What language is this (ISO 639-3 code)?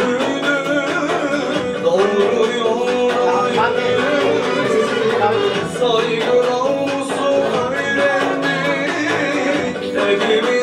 tur